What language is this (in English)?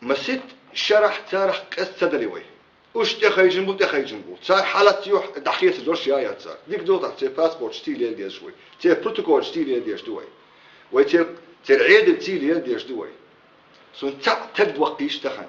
Chechen